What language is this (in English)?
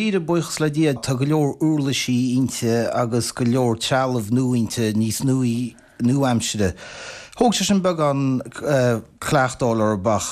Irish